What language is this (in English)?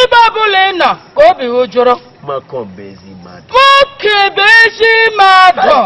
Igbo